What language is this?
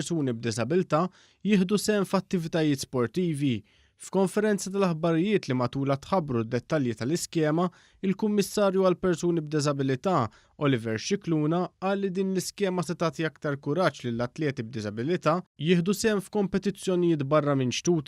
Maltese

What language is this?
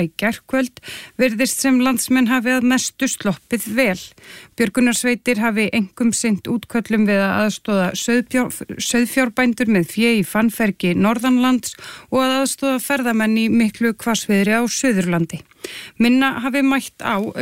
Icelandic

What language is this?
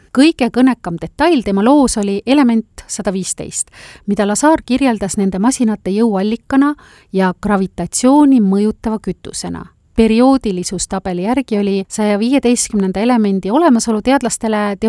Estonian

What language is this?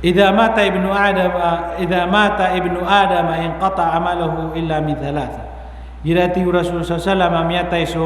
Maranao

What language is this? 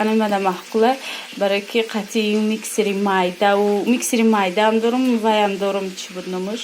Tajik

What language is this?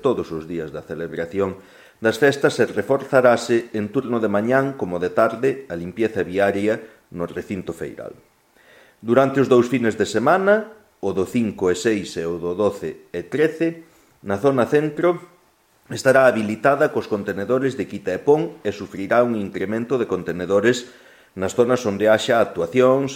Galician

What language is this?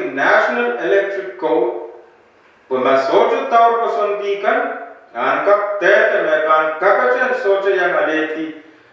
Pohnpeian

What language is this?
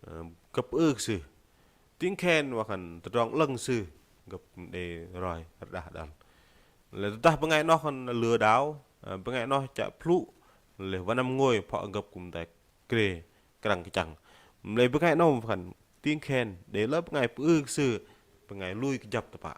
Bahnar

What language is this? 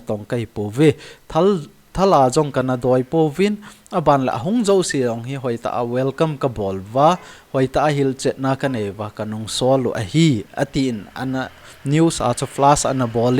Thado Chin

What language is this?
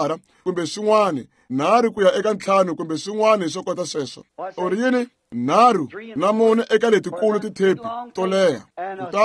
Tsonga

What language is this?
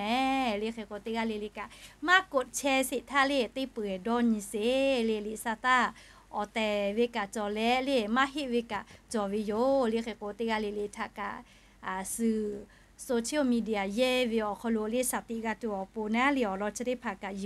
Lahu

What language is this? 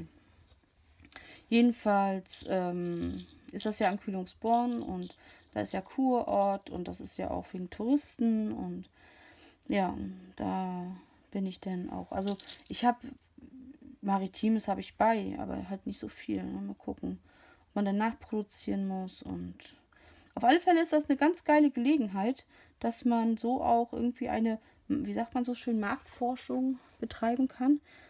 German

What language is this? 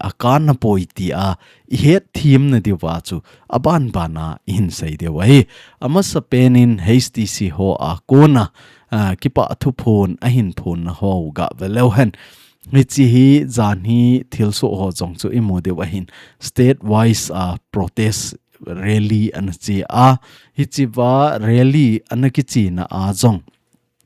Thado Chin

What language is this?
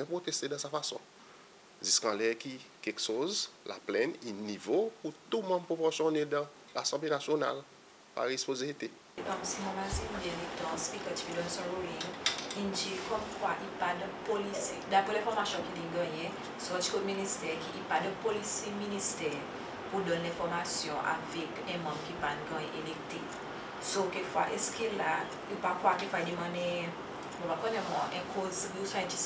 Seselwa Creole French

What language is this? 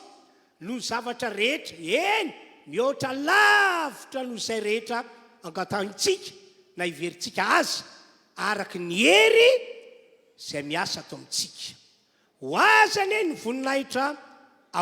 Malagasy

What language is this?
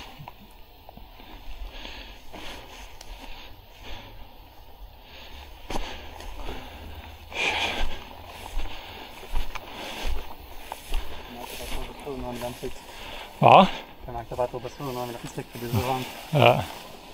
Danish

